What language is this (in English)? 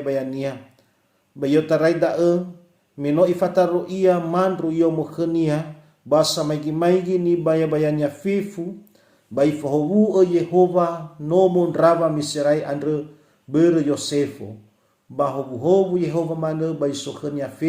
Nias